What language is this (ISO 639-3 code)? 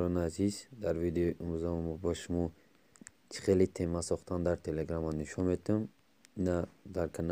tgk